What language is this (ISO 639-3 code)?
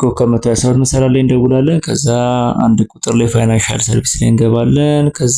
amh